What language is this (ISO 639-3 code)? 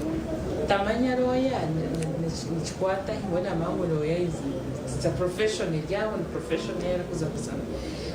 nyn